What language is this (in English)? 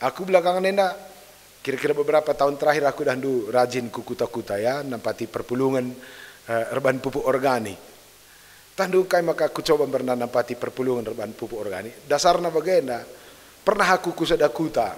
Batak Karo